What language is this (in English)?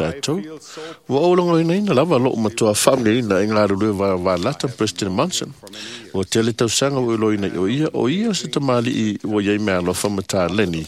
Samoan